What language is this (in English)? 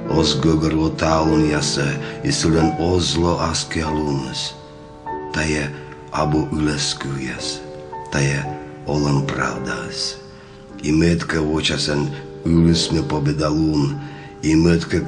Komi